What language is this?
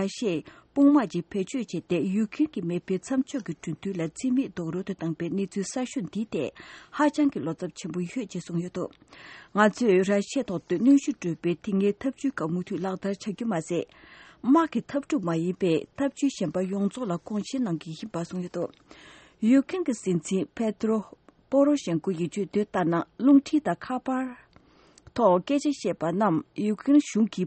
Tibetan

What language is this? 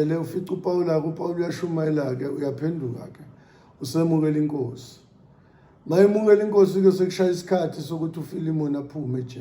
Zulu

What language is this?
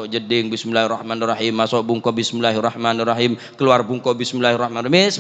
Madurese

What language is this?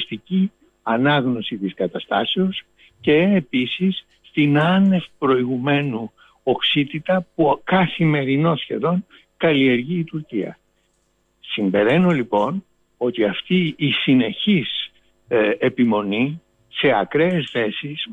Greek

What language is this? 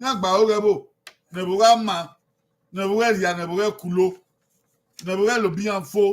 Bini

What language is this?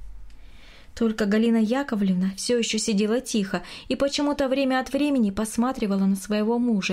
Russian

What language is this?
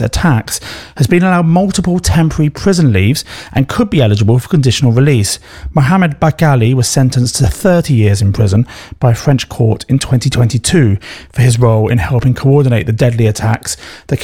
English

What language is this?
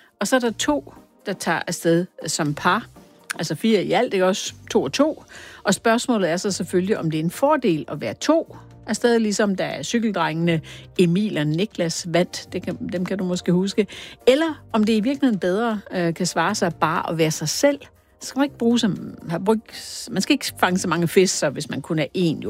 Danish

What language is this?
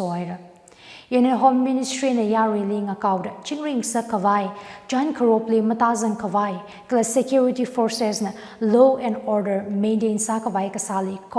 Tangkhul Naga (India)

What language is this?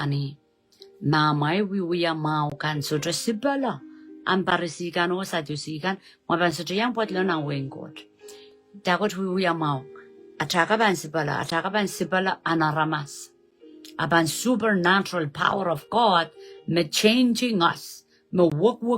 Pohnpeian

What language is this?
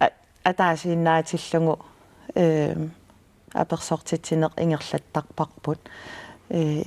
Kalaallisut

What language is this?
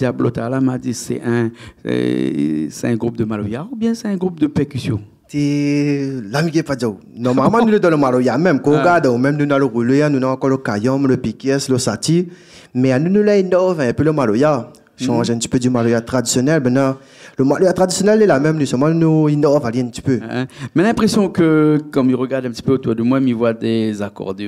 Réunion Creole French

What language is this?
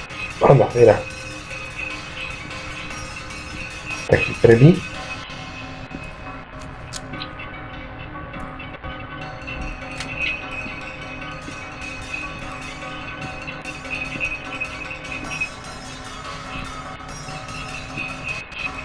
Slovak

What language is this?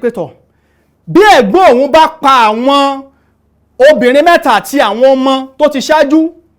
Yoruba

